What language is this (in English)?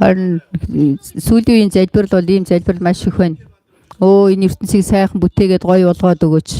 Mongolian